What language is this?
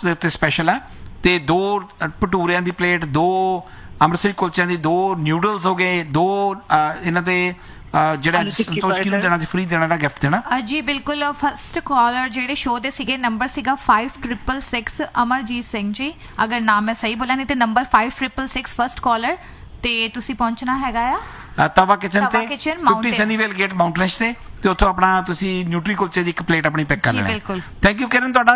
Punjabi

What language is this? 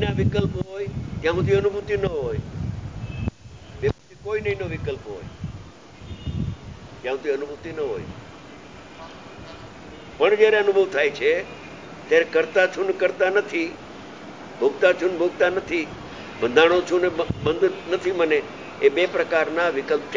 Gujarati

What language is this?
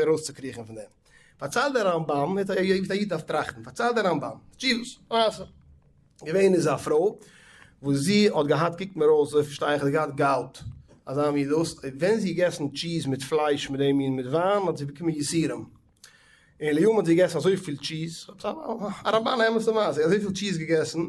Yiddish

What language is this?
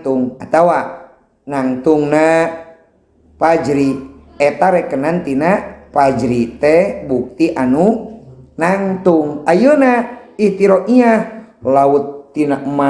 Sundanese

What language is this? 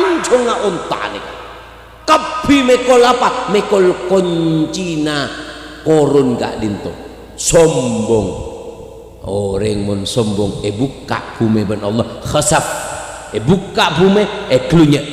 Madurese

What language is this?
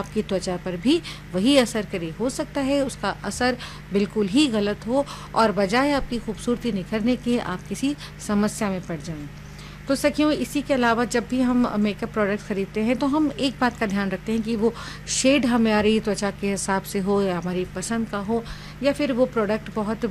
Hindi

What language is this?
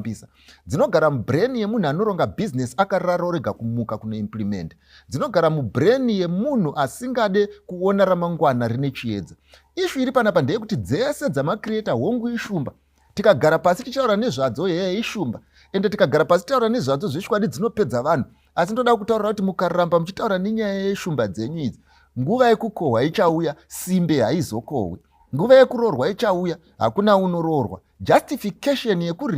Shona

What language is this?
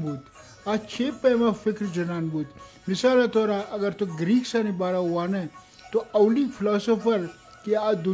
Eastern Balochi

